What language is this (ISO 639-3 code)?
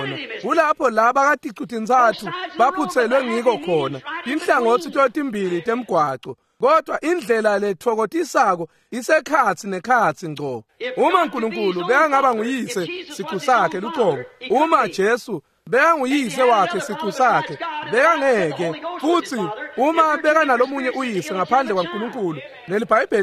ssw